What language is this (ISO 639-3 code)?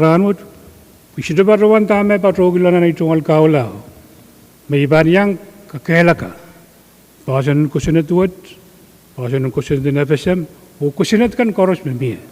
pon